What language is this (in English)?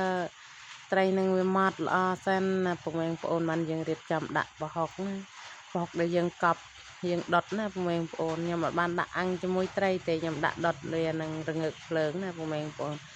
Khmer